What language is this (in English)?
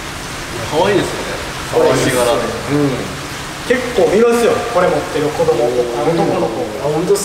Japanese